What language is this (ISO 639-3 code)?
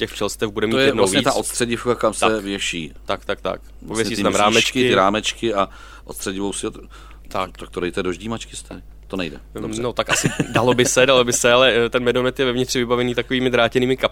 ces